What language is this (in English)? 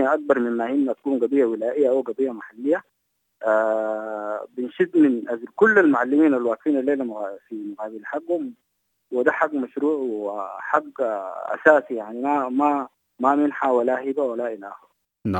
Sudanese Arabic